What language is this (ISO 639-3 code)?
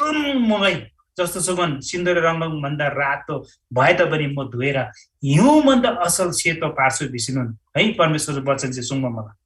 taj